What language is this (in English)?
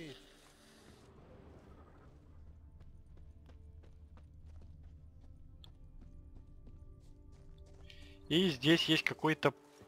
Russian